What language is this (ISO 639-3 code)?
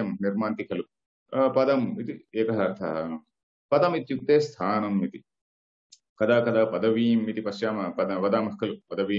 san